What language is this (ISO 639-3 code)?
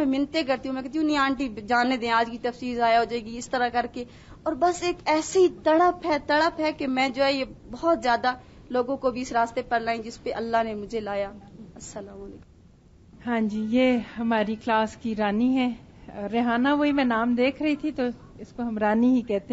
urd